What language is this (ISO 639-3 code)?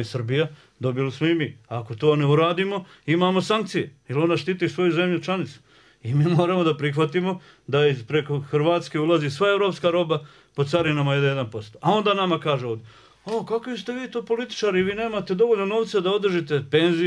bos